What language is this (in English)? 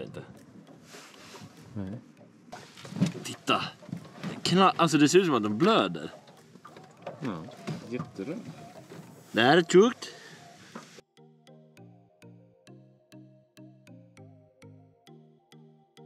Swedish